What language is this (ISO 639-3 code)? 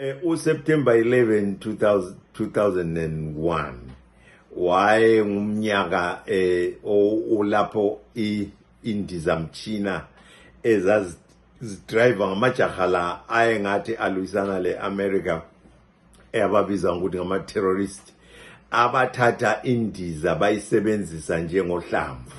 nde